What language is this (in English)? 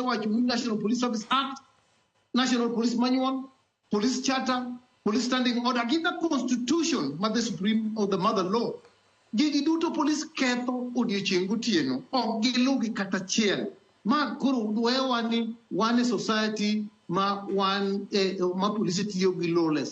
Luo (Kenya and Tanzania)